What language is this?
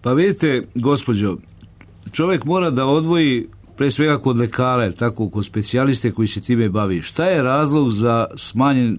Serbian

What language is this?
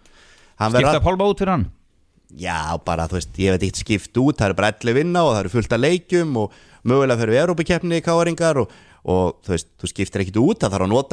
Icelandic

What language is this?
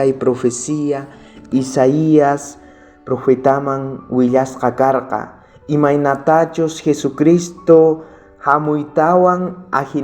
South Bolivian Quechua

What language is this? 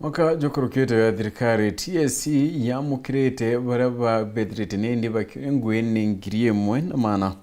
Meru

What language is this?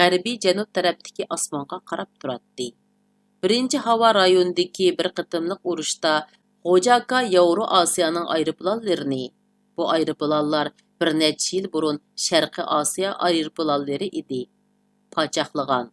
Uyghur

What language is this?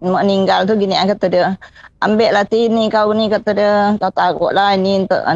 Malay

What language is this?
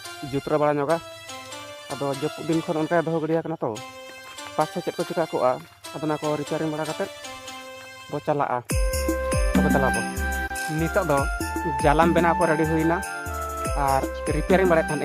Santali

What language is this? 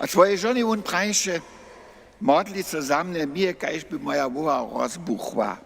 Upper Sorbian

